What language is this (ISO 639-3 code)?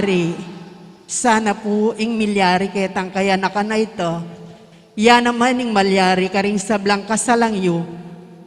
pam